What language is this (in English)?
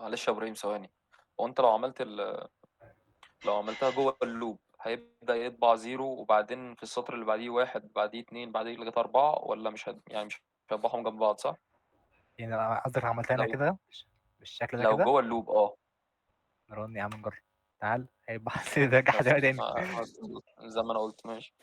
Egyptian Arabic